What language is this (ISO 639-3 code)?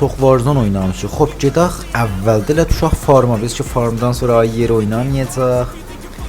azb